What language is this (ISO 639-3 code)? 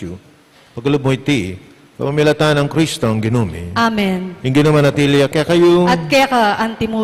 pam